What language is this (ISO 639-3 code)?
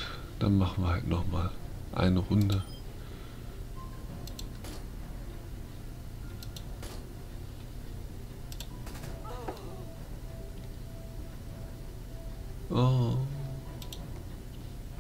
deu